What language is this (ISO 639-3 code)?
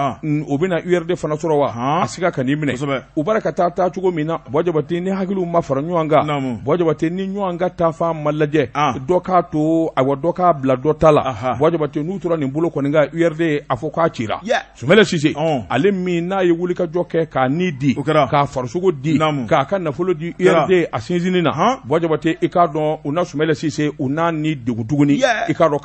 bam